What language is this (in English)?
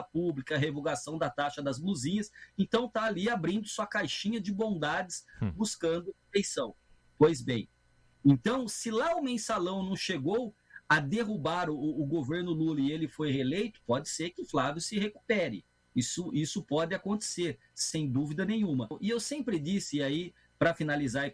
Portuguese